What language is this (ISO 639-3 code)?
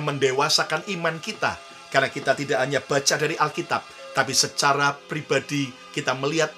ind